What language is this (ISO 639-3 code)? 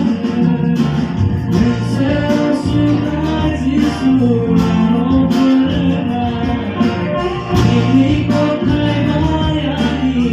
trp